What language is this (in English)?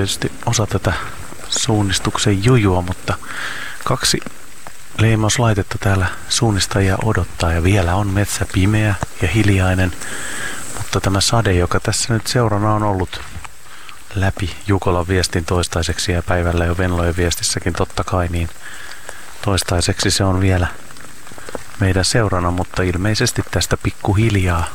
Finnish